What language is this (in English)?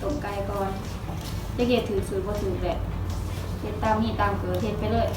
Lao